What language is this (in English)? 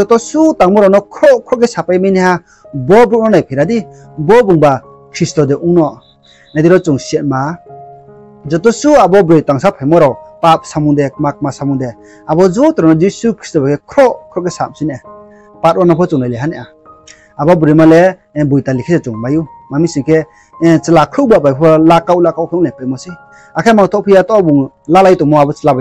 Riang (India)